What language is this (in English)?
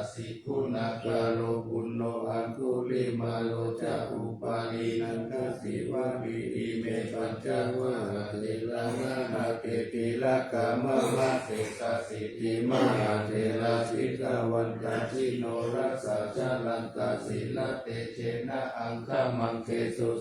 Pali